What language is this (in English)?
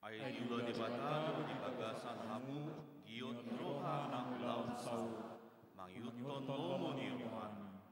Batak Toba